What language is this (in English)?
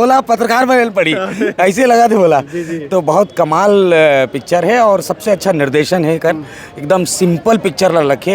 Chhattisgarhi